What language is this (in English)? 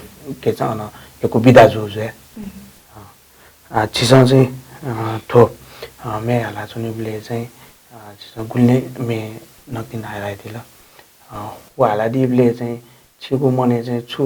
Newari